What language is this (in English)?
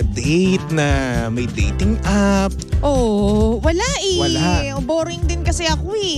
Filipino